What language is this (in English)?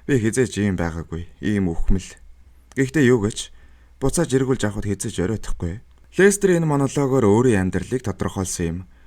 Mongolian